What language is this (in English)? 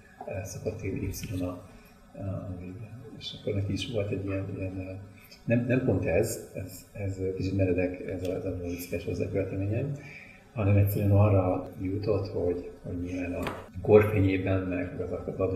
Hungarian